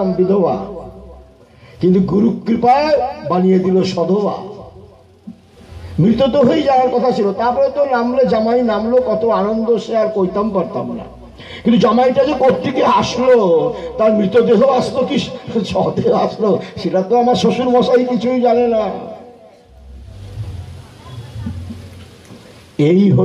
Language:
Bangla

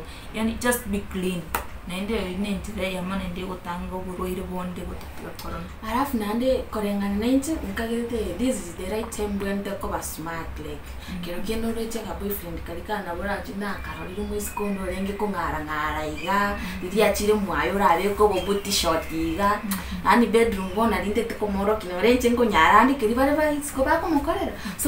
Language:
Gusii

